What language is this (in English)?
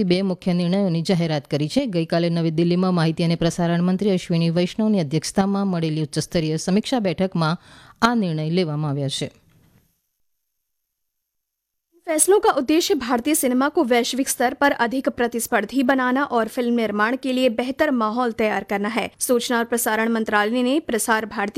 Gujarati